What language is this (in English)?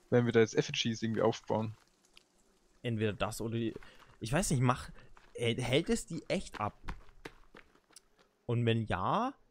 German